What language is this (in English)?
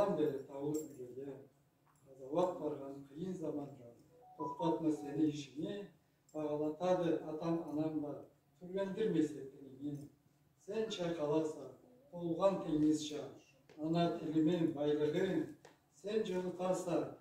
Karachay-Balkar